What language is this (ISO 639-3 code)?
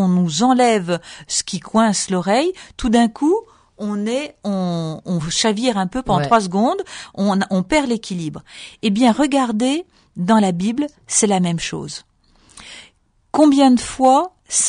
fra